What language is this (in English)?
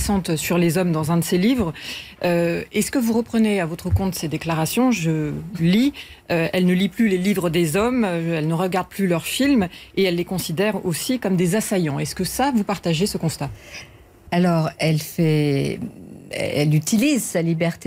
French